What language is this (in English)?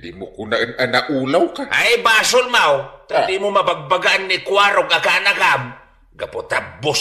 Iloko